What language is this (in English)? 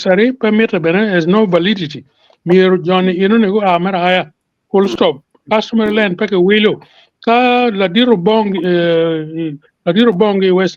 Acoli